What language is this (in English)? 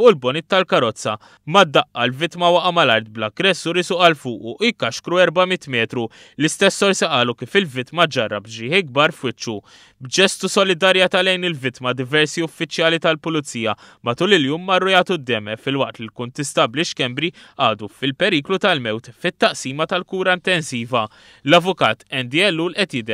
Maltese